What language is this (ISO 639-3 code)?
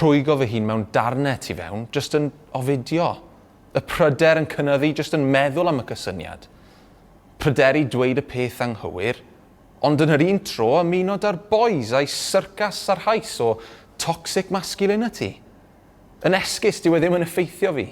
cym